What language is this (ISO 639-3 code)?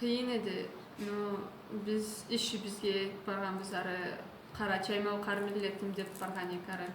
krc